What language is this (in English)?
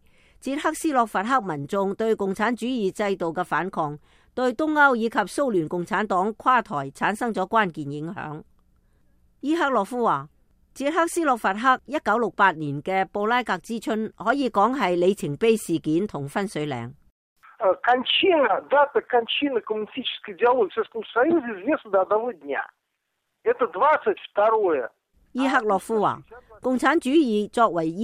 Cantonese